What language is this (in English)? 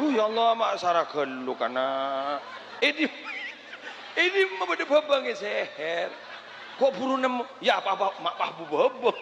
Madurese